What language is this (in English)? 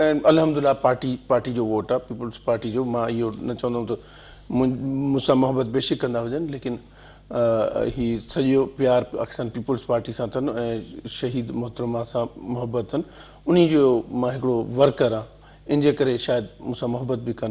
Sindhi